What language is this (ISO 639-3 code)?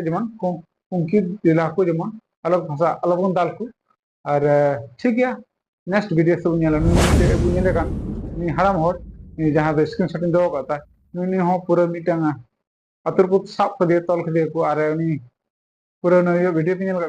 sat